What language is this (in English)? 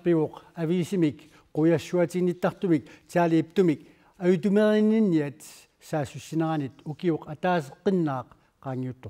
Kalaallisut